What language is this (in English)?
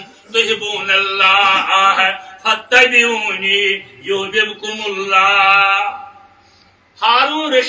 Kashmiri